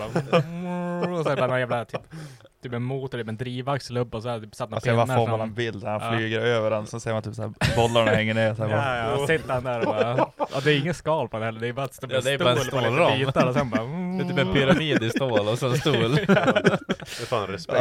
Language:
Swedish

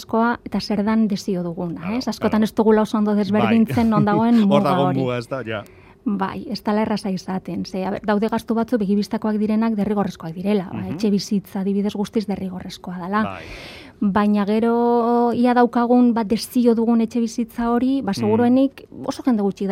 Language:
Basque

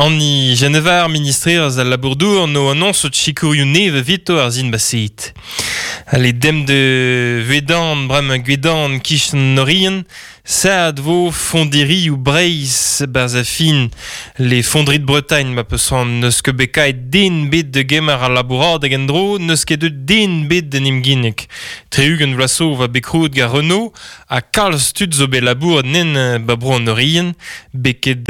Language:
Breton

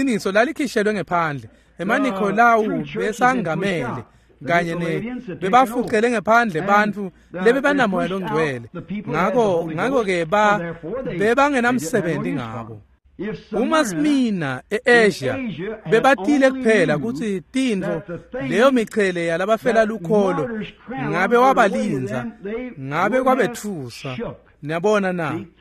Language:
Swati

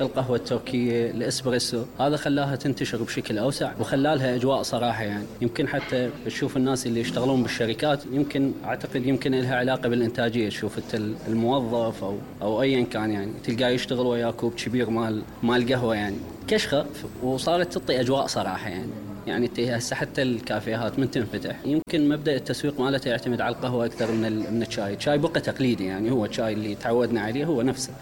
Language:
Mesopotamian Arabic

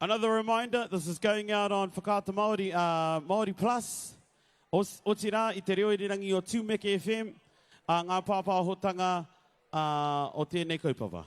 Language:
Māori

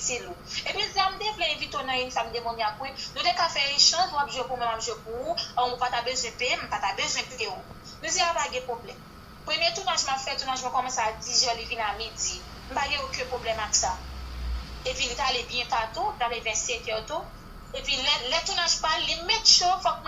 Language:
Haitian Creole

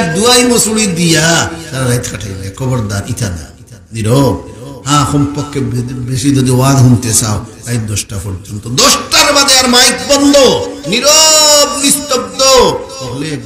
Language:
Sylheti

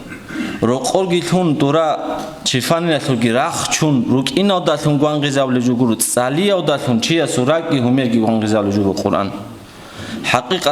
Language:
Avaric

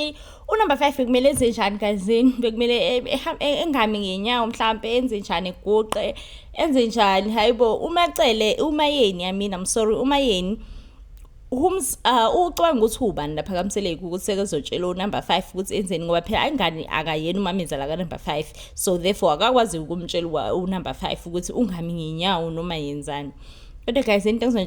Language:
Zulu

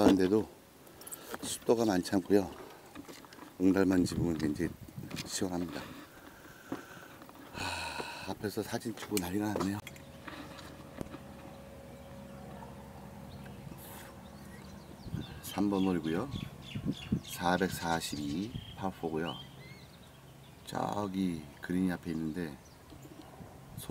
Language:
Korean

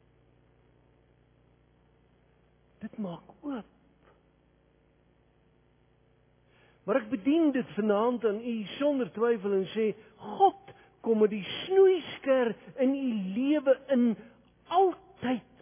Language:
Afrikaans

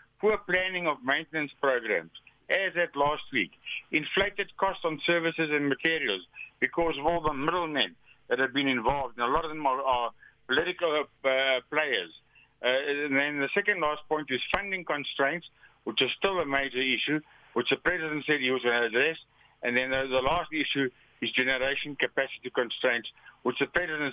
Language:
English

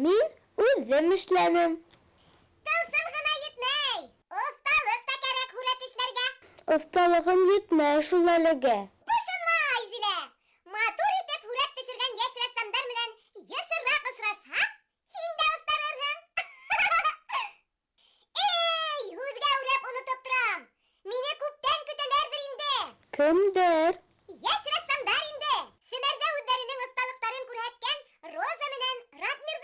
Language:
Bashkir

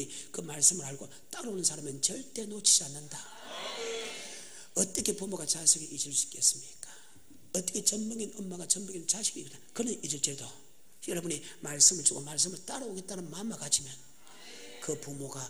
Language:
Korean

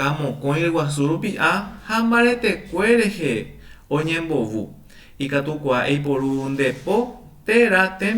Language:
Guarani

